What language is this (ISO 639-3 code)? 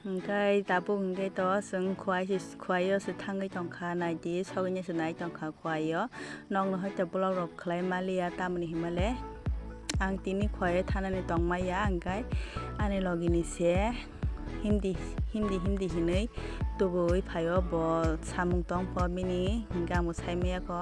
trp